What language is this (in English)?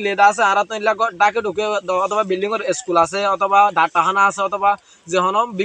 Rohingya